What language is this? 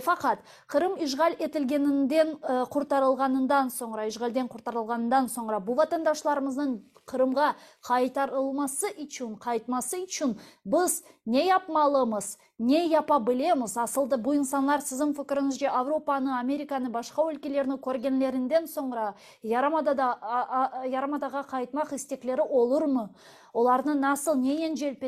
Crimean Tatar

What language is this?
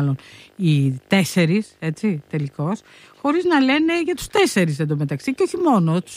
Greek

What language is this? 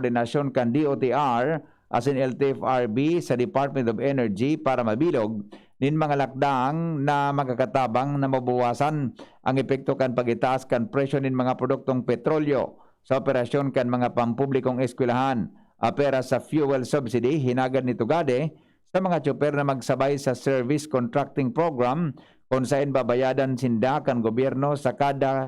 Bikol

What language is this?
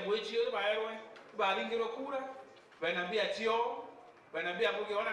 Meru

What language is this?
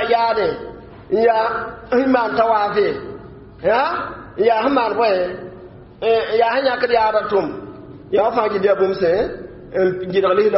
Mossi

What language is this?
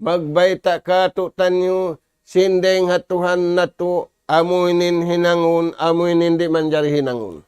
Tausug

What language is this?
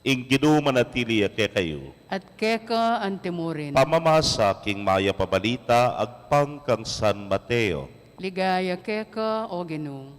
Pampanga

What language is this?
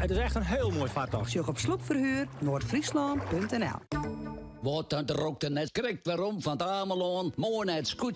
Western Frisian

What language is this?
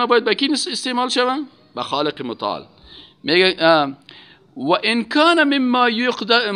Persian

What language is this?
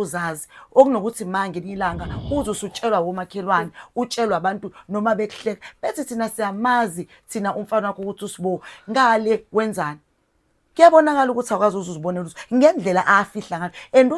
Zulu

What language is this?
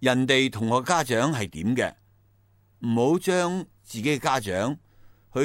Cantonese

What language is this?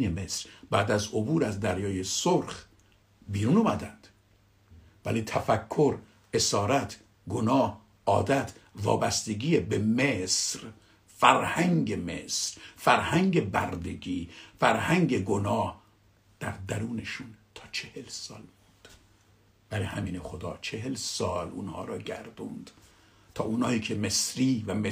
Persian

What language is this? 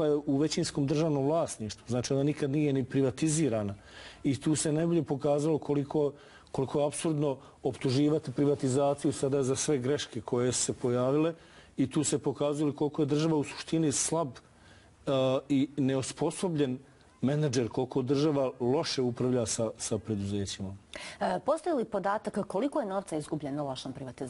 Bosnian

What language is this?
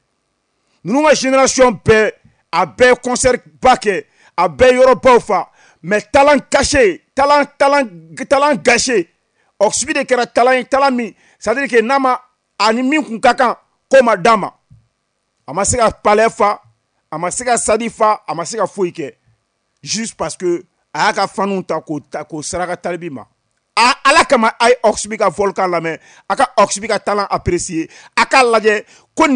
Bambara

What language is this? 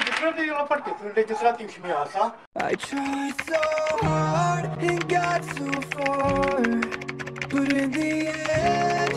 Romanian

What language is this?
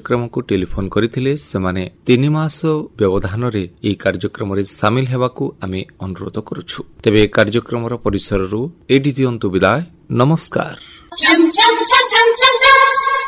Odia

